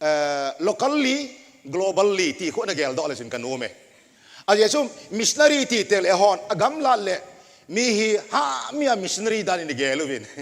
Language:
Thado Chin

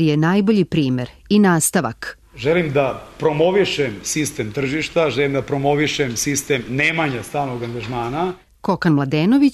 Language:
Serbian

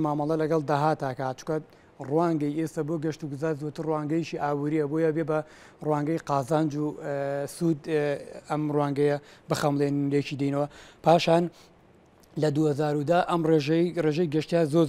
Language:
Central Kurdish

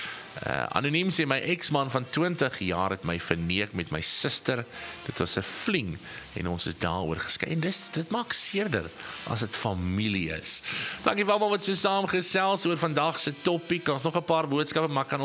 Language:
Afrikaans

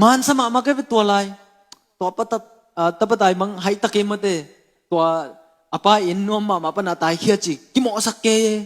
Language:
Tedim Chin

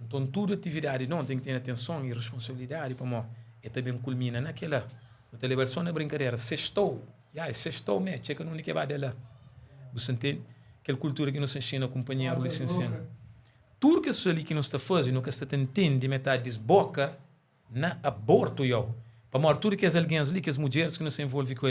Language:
Kabuverdianu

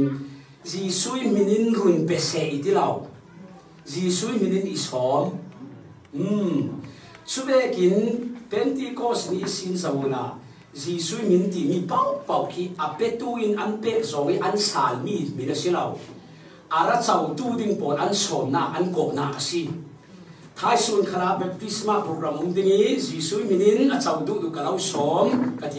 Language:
Falam Chin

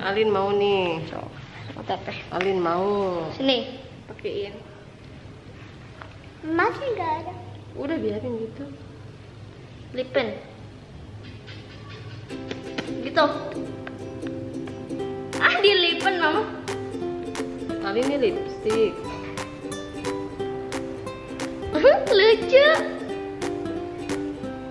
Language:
Indonesian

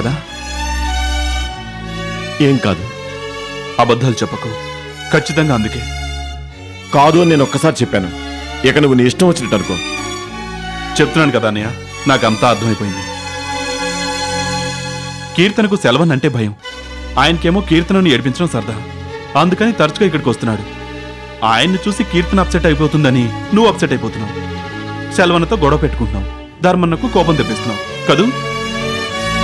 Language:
Telugu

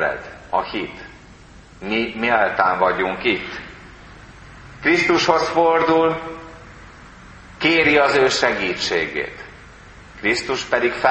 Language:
Hungarian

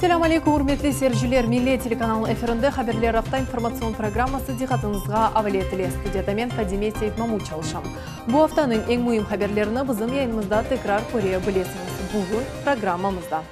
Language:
Crimean Tatar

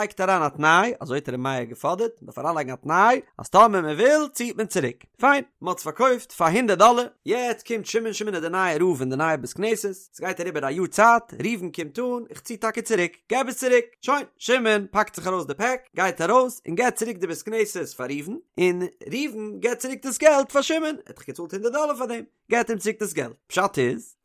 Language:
Yiddish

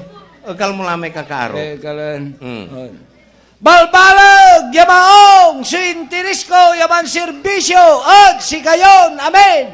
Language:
Pangasinan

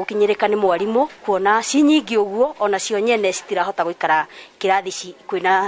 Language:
Kikuyu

